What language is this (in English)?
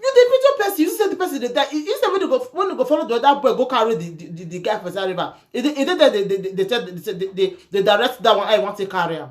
Nigerian Pidgin